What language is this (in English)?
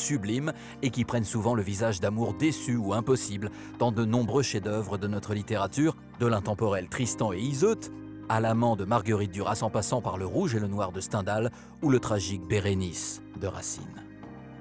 French